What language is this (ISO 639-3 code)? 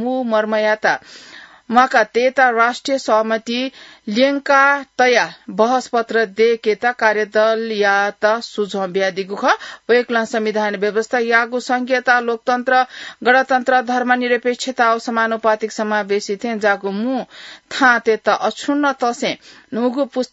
new